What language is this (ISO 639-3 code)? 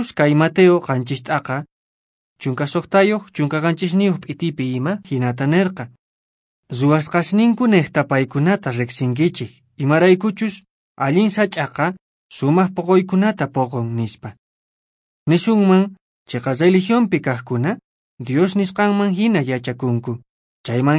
que